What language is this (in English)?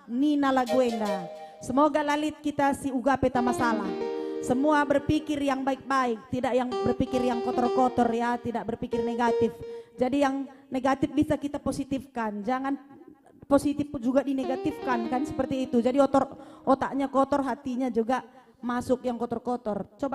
Batak Karo